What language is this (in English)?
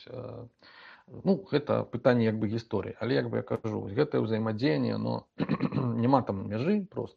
Belarusian